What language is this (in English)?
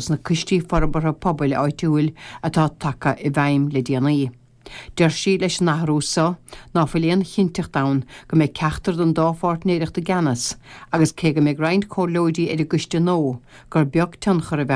Irish